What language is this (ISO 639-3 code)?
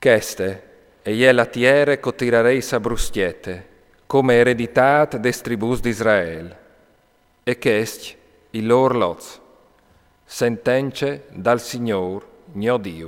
fur